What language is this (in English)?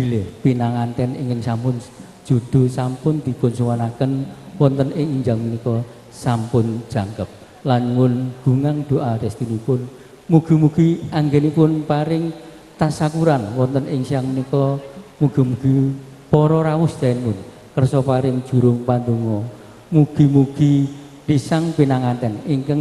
Javanese